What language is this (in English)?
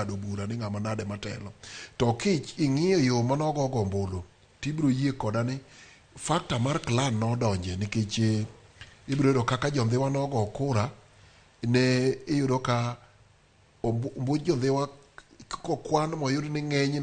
Luo (Kenya and Tanzania)